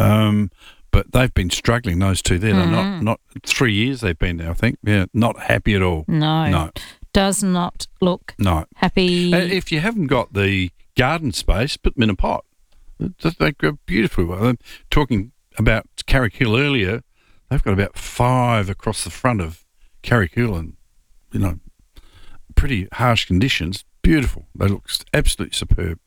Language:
English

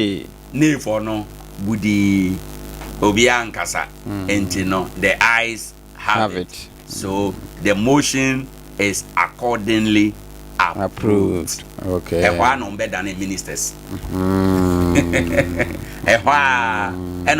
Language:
Akan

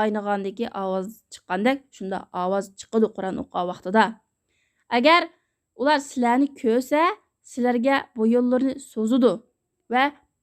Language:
Uyghur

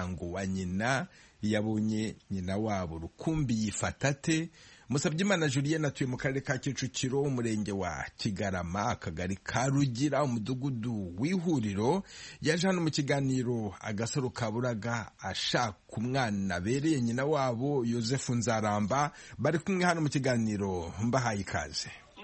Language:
Kinyarwanda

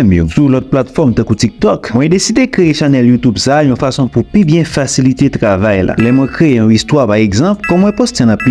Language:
Haitian Creole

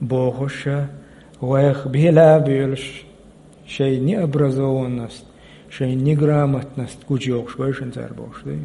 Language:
Chechen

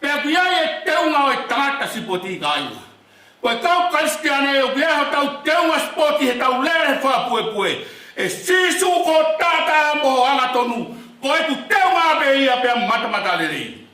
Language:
Tongan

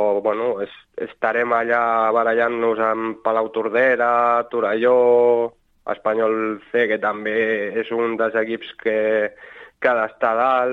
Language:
Catalan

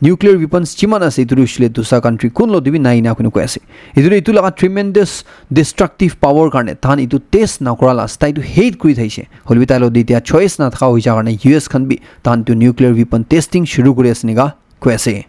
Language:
Naga Pidgin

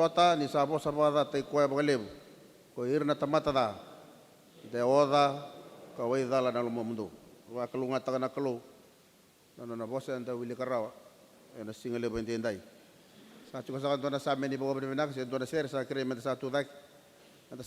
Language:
Fijian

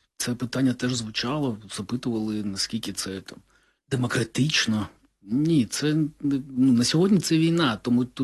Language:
Ukrainian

